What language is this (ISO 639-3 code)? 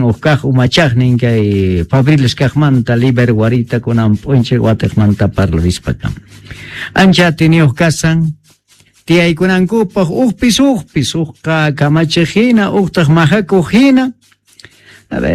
que